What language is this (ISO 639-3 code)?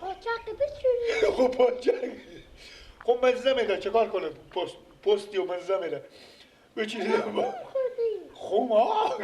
fas